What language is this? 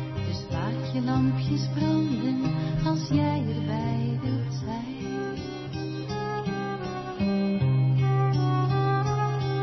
Dutch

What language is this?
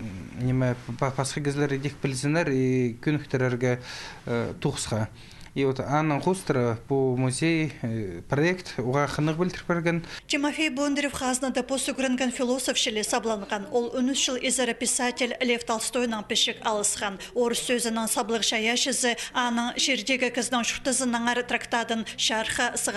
Khakas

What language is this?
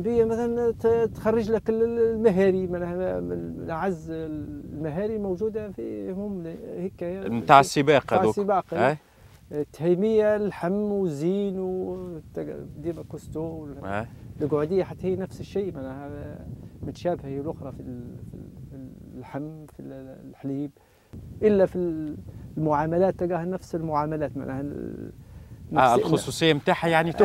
Tunisian Arabic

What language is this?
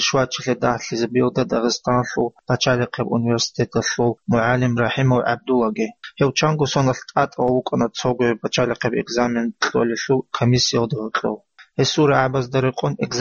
Avaric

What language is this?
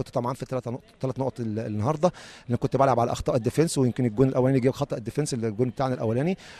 Egyptian Arabic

